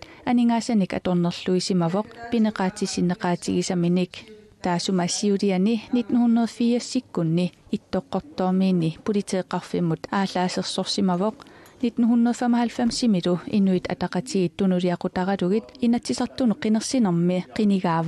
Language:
Kalaallisut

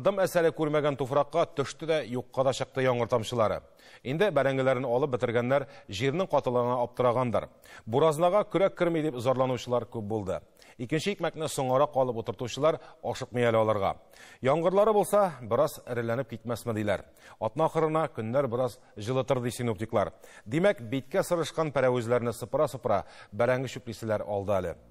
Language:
Tatar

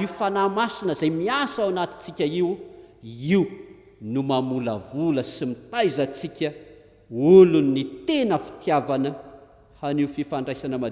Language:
Malagasy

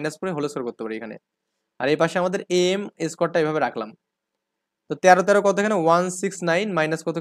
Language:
Bangla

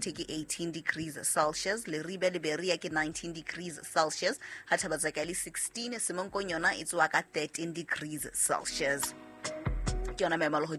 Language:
Southern Sotho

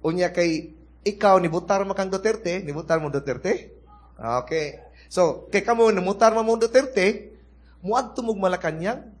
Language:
Cebuano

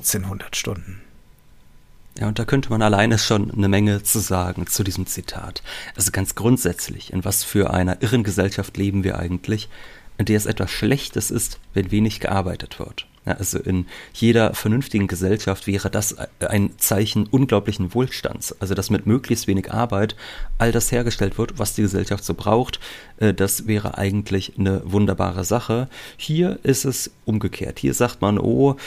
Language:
German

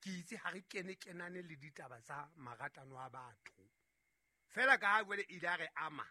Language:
Southern Sotho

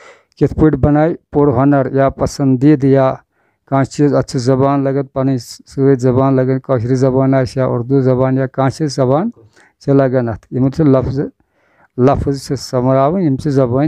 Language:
Kashmiri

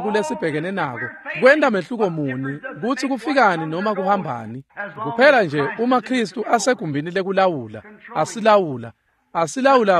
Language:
Swati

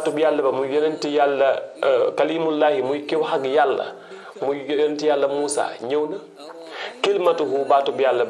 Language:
Wolof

